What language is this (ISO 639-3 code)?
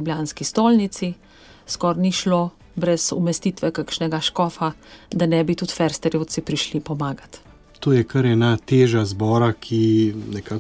slv